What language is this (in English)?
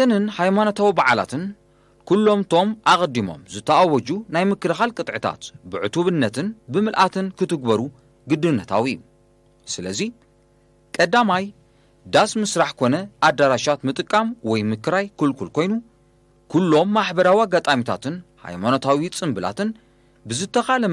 Tigrinya